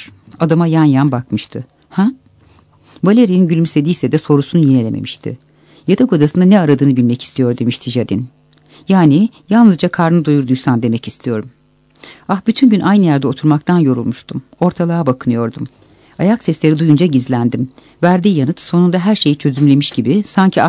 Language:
Turkish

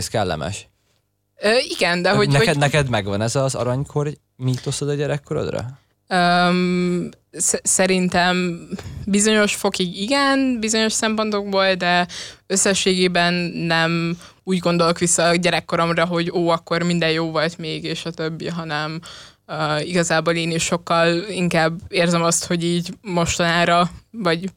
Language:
Hungarian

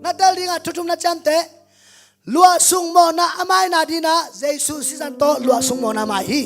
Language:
Tedim Chin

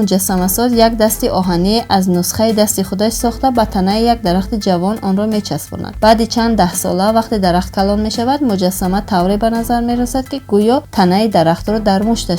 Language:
Tajik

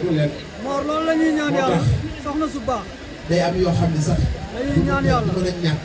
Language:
Wolof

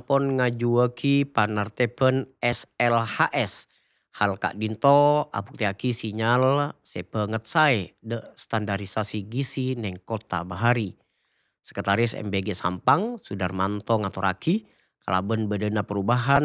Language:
Madurese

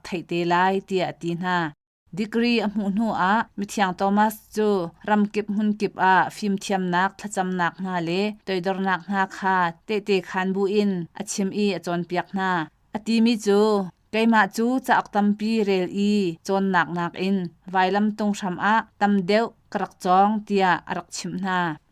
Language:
Hakha Chin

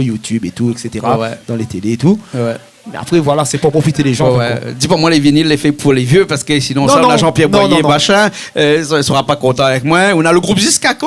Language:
Réunion Creole French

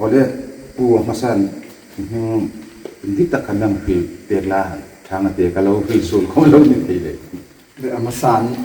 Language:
Hmar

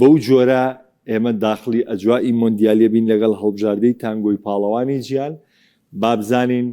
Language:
Central Kurdish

